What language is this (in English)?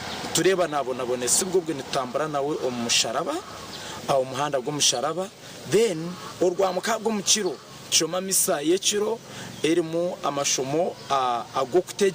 Nyankole